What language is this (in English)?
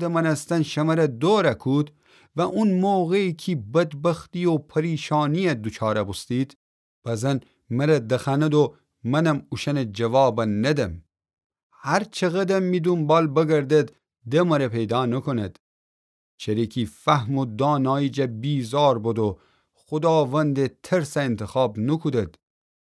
Gilaki